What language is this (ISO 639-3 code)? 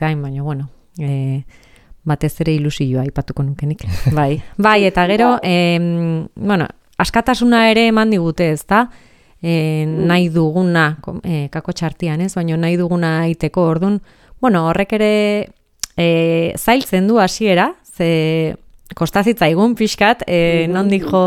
eus